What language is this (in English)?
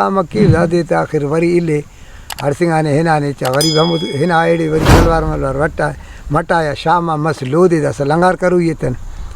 Brahui